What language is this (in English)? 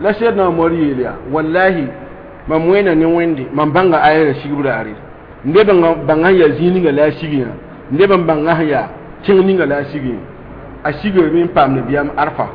Mossi